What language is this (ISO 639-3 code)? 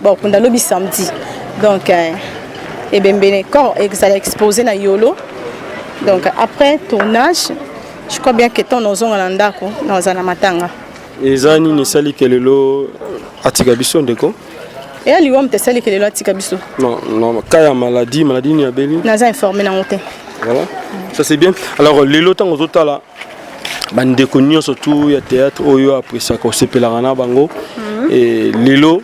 lin